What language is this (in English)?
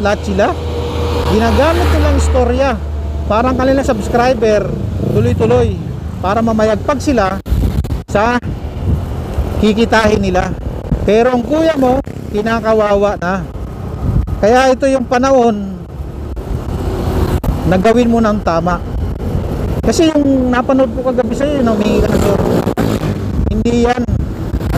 Filipino